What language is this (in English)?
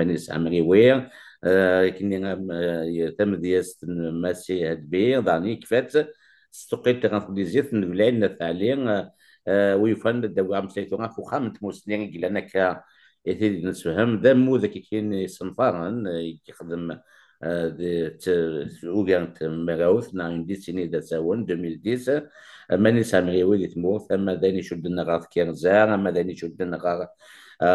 Kabyle